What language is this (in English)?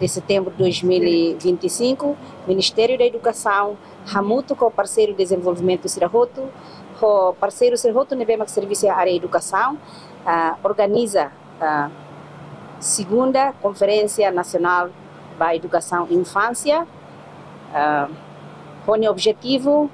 Tetum